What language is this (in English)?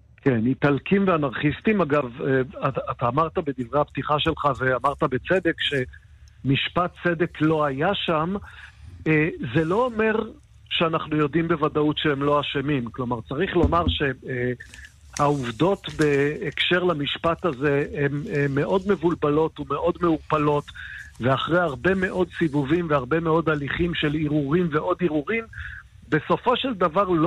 Hebrew